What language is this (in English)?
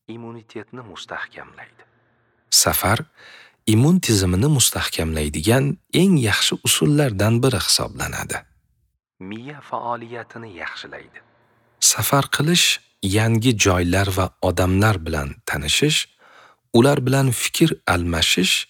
Uzbek